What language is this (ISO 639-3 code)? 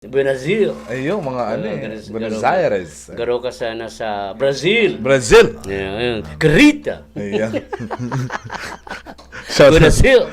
bik